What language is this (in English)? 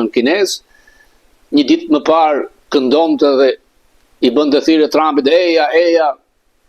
Albanian